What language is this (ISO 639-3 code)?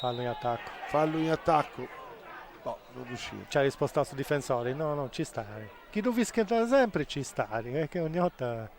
srd